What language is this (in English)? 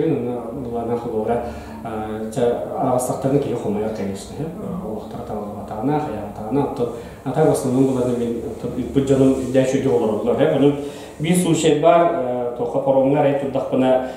Yakut